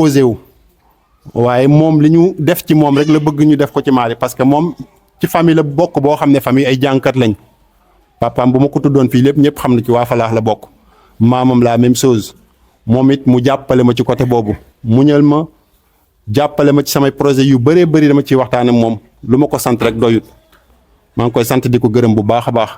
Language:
Wolof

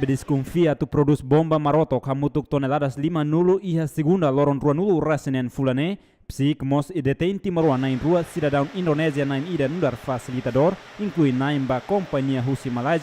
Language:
Tetum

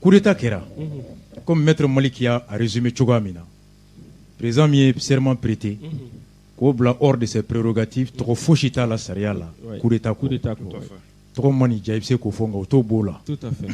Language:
Bambara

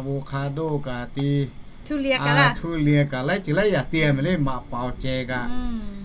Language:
Lahu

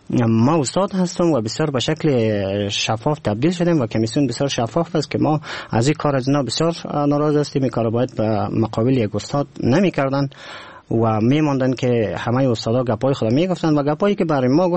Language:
Persian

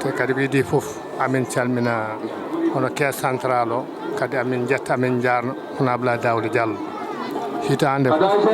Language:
Fula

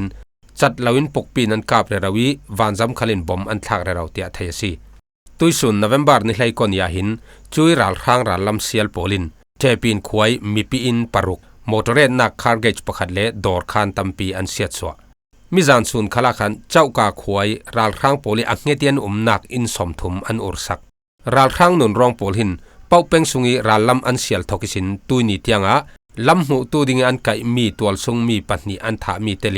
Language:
Falam Chin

